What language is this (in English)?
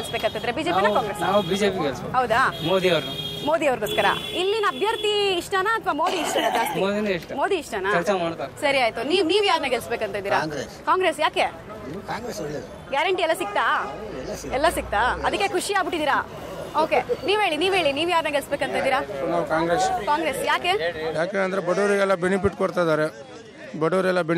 Kannada